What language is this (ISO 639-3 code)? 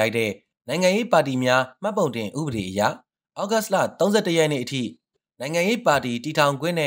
mya